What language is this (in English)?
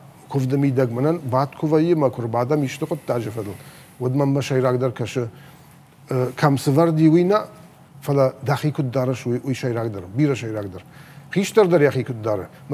Ossetic